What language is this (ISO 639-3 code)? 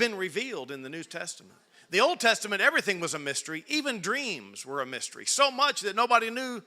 eng